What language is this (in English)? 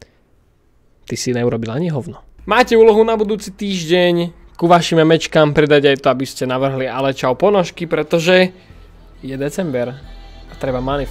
Slovak